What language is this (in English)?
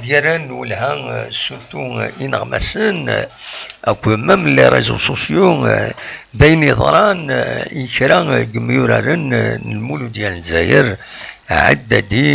Kabyle